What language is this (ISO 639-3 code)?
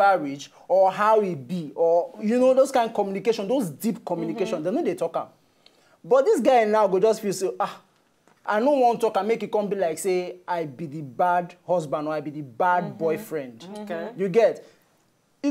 pcm